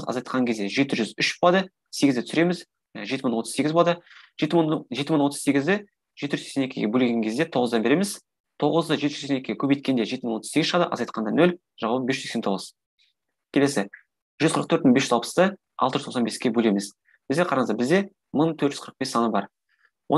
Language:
Kazakh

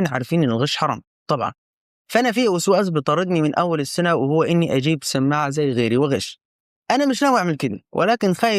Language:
Egyptian Arabic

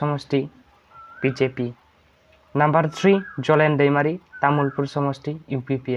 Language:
Bodo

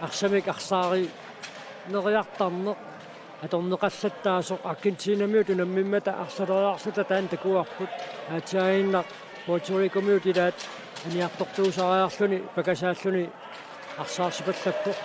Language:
Kalaallisut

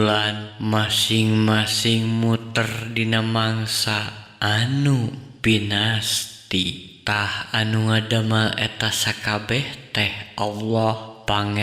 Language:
Sundanese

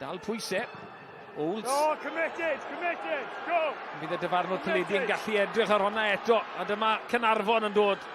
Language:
Welsh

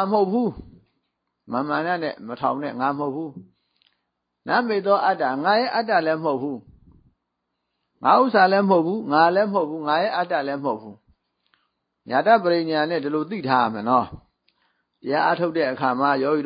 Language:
Burmese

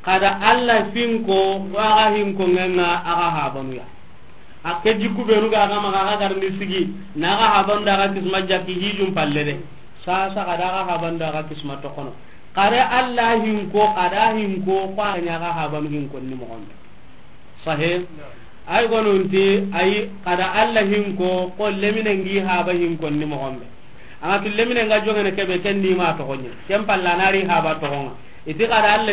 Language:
Soninke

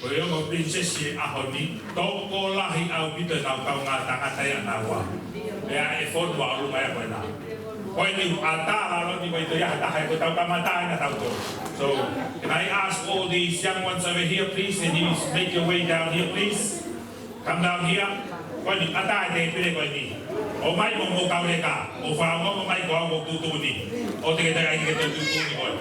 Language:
Tongan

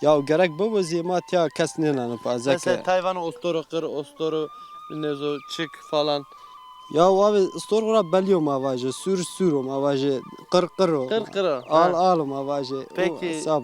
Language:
Zaza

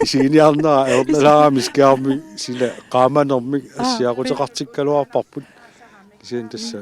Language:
Kalaallisut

